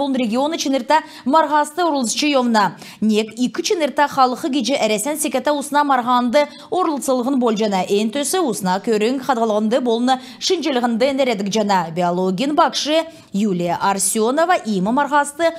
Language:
Kalmyk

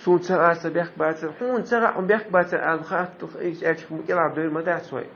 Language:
Chechen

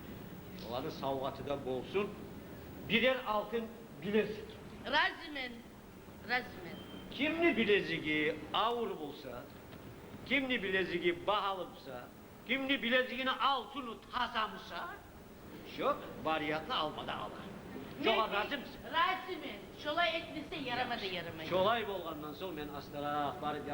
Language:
Kumyk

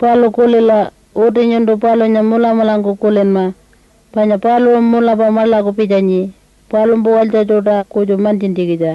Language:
Pitjantjatjara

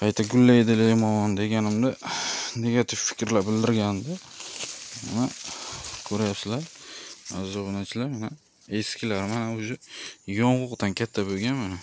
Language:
Uzbek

